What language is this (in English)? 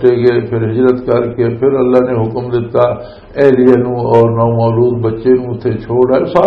Western Panjabi